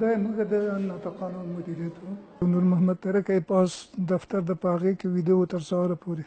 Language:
Pashto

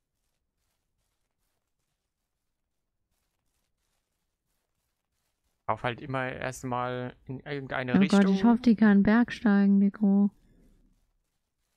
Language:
German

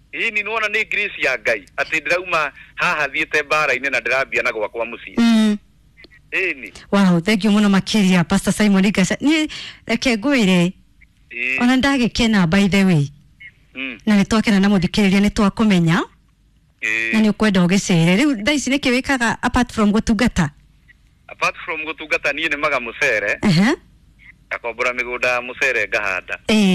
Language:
Kikuyu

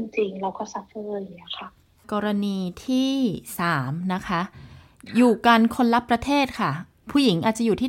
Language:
Thai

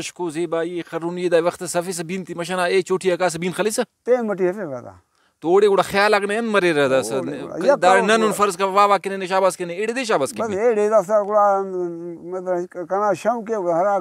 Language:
Brahui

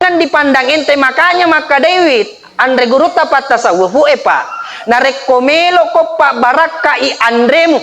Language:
Buginese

